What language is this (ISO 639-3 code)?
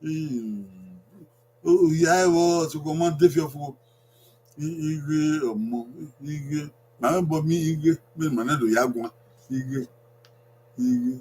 bin